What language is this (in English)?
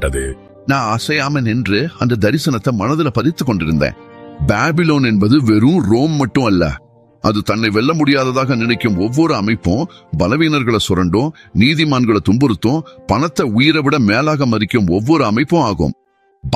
Tamil